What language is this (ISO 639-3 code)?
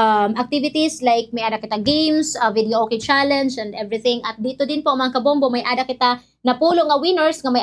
war